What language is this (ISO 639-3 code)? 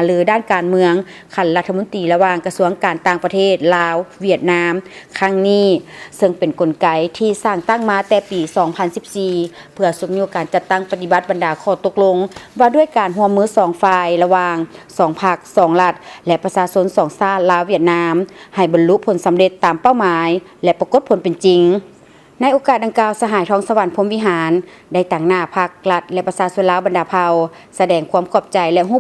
lao